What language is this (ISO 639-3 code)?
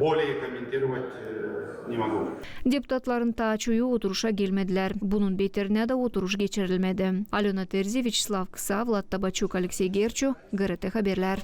gag